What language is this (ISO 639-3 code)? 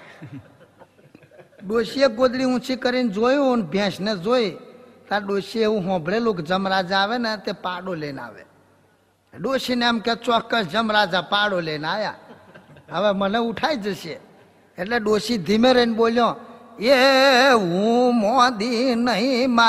guj